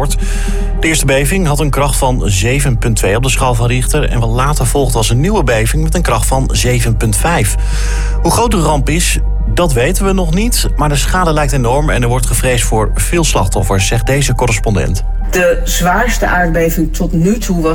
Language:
Dutch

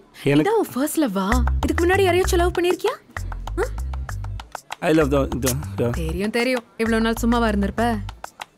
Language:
Tamil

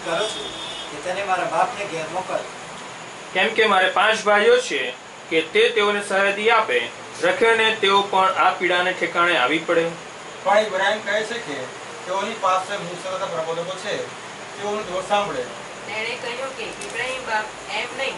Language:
Gujarati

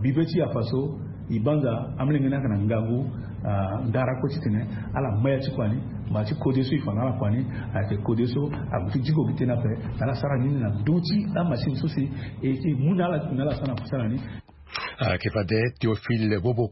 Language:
Sango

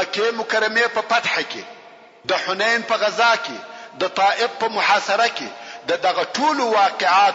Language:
Pashto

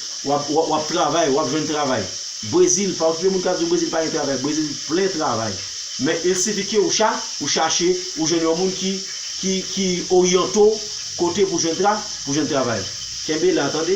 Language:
Haitian Creole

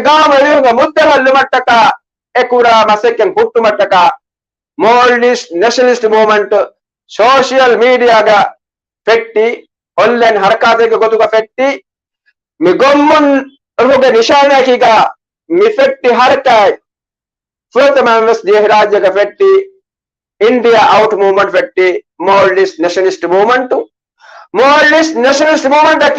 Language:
Divehi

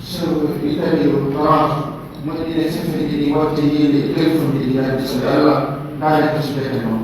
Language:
Pular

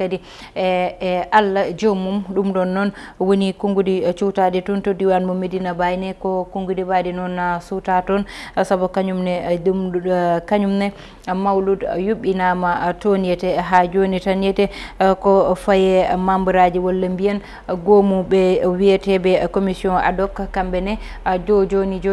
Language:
Fula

